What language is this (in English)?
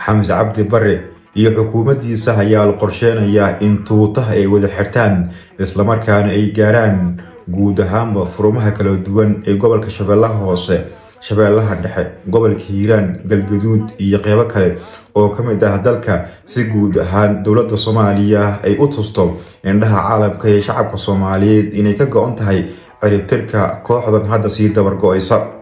Somali